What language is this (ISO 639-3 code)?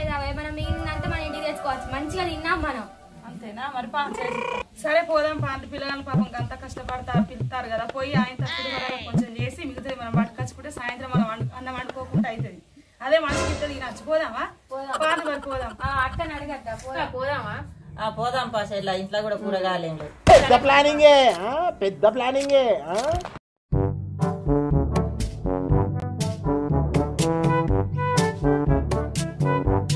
tel